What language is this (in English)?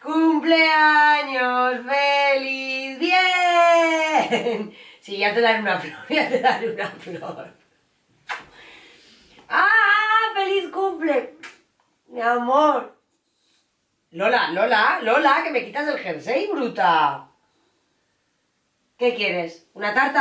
Spanish